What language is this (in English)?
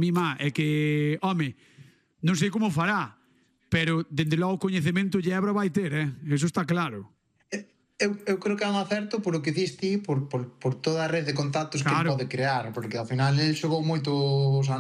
Galician